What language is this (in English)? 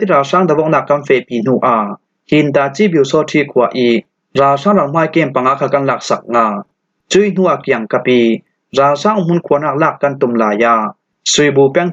Falam Chin